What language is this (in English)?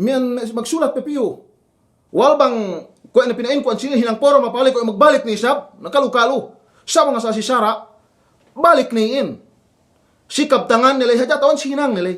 Yakan